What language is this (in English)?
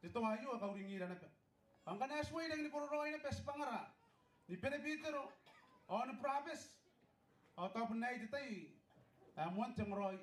Gilbertese